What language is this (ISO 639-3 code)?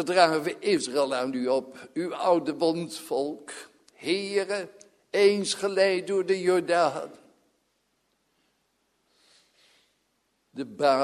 nld